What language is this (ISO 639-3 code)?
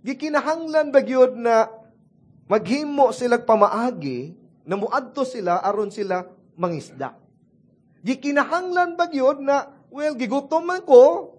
ceb